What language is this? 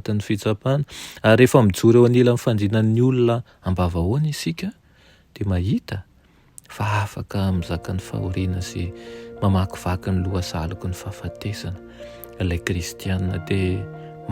Malagasy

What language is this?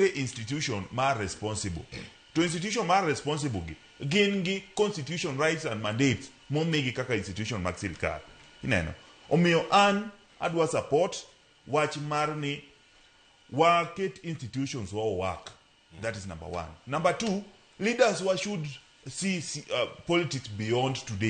Luo (Kenya and Tanzania)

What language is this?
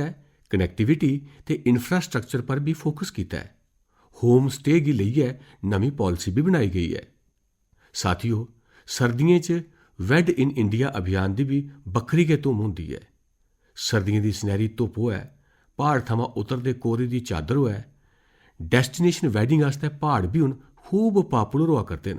Dogri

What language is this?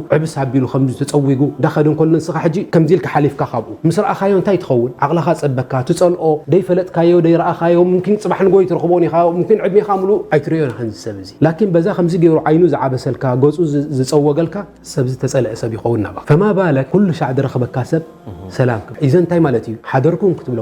Tigrinya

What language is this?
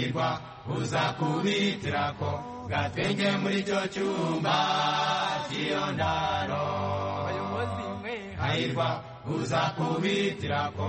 Kinyarwanda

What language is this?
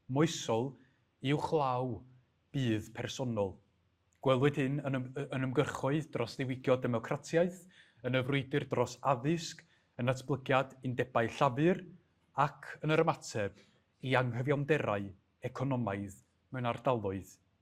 Welsh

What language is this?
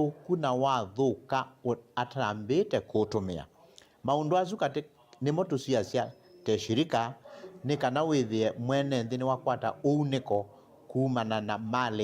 Kamba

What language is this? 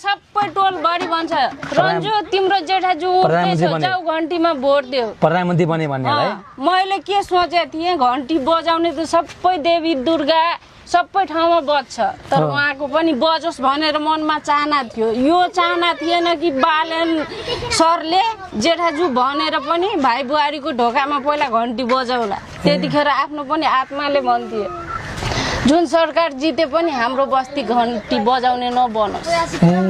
Nepali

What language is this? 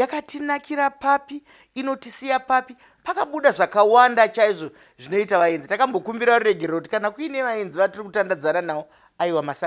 Shona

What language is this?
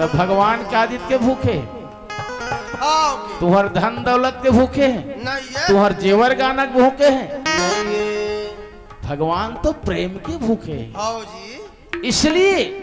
Chhattisgarhi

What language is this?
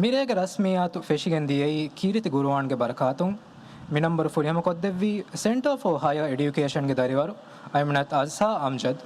Divehi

